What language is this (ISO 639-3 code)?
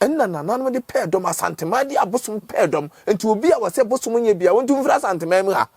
aka